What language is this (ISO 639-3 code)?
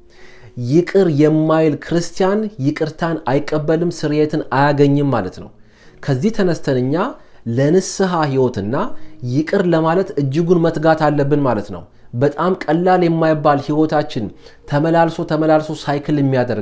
amh